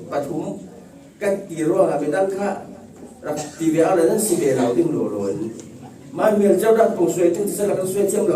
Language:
Falam Chin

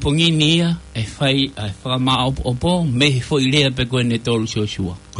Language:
Tongan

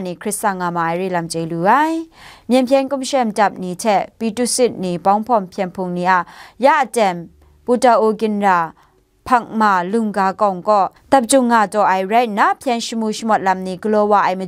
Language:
Kachin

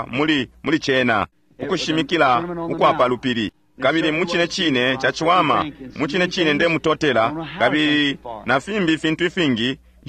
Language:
Bemba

